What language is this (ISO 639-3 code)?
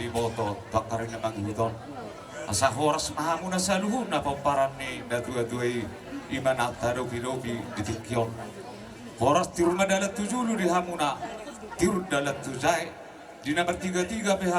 bbc